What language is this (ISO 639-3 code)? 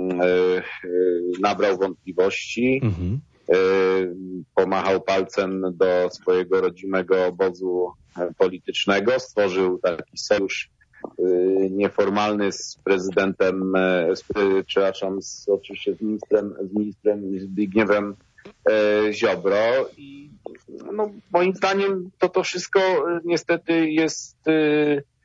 pol